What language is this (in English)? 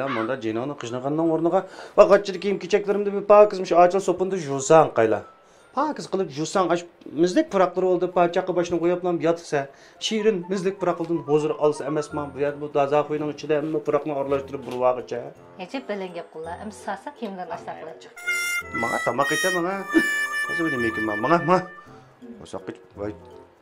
Uyghur